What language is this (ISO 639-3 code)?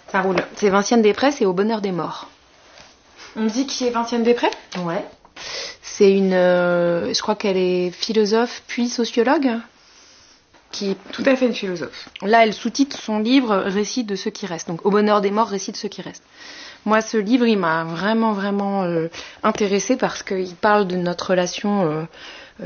fra